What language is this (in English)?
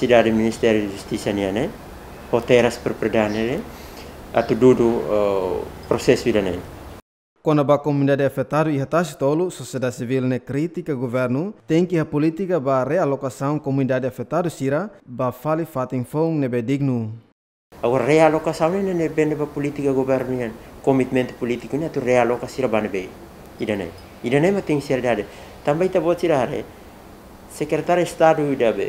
Tetum